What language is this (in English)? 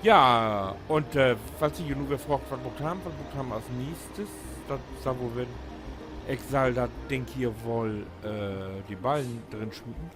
Low German